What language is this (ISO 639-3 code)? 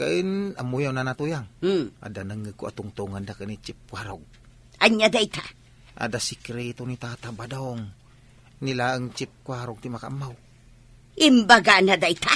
ilo